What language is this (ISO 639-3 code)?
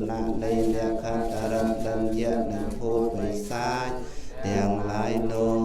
khm